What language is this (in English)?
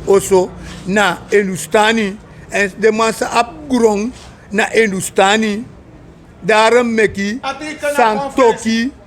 Sranan Tongo